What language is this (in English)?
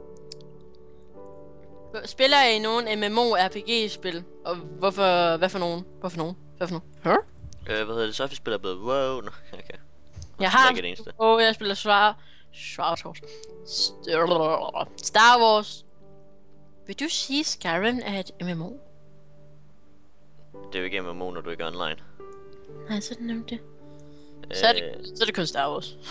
Danish